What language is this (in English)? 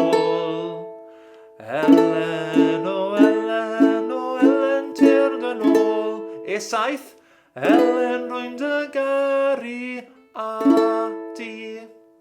Welsh